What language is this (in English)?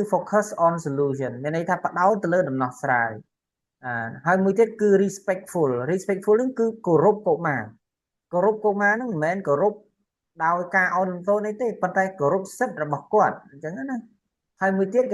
Khmer